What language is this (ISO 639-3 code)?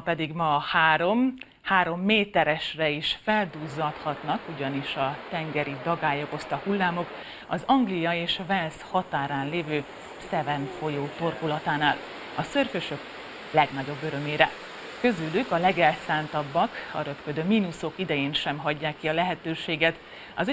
hun